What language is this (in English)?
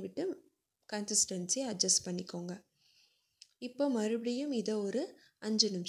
Tamil